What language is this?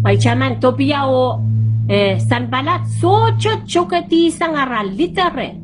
Pohnpeian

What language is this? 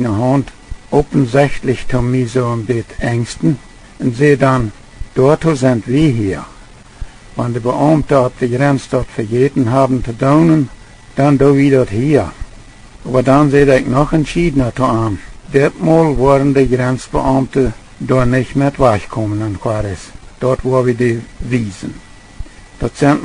Plautdietsch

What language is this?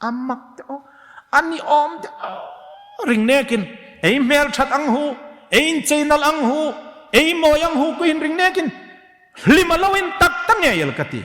Hmar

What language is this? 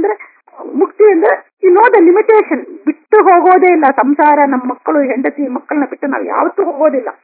Kannada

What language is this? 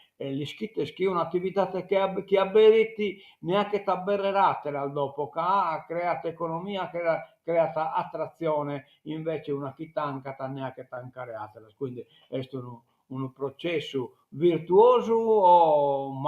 Sardinian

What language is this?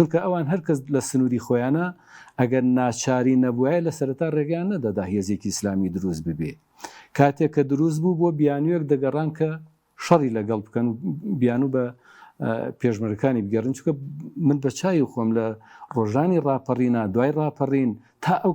Central Kurdish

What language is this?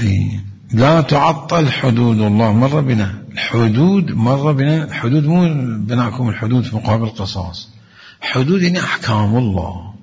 Mesopotamian Arabic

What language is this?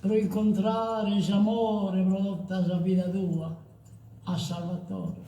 Sardinian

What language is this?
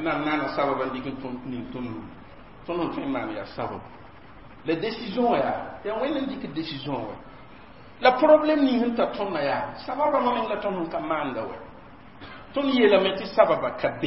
Mossi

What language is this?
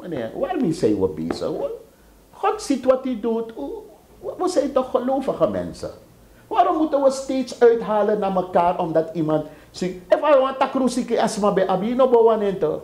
Sranan Tongo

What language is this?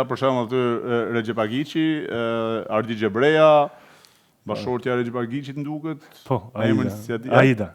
Albanian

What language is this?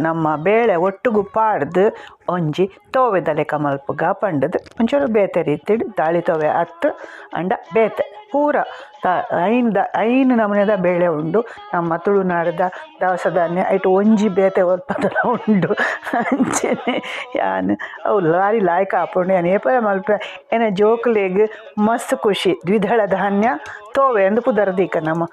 Tulu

